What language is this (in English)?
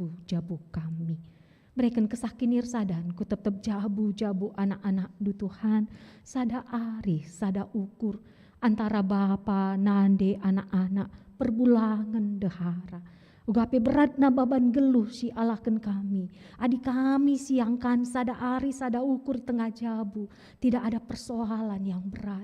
Batak Karo